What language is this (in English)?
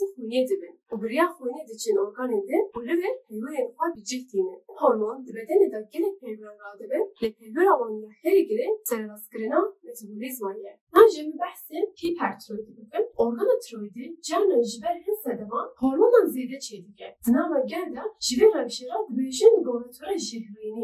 Kurdish